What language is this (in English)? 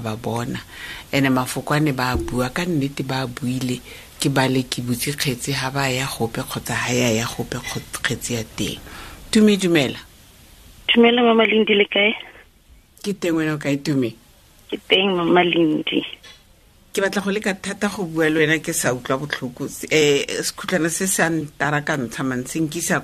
Tswana